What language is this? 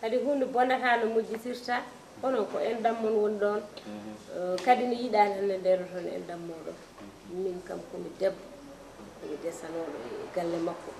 Fula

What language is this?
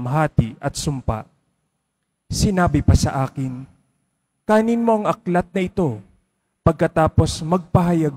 Filipino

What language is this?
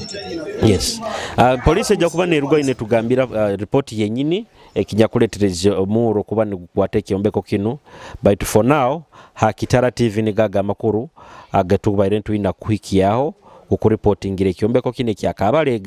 Nyoro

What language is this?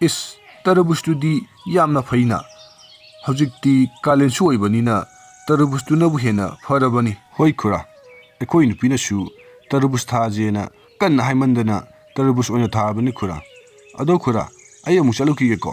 Manipuri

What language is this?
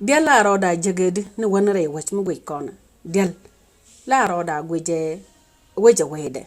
Nuer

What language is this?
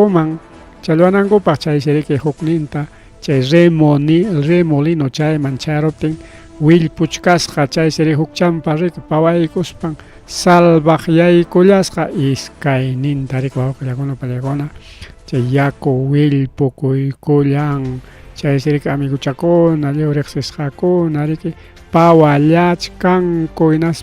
Ayacucho Quechua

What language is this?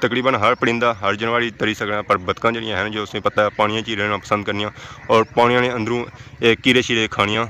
Pahari-Potwari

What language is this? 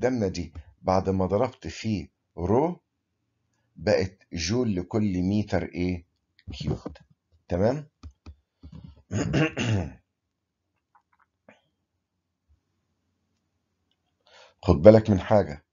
Egyptian Arabic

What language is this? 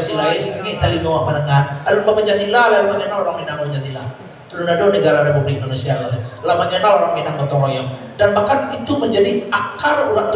Minangkabau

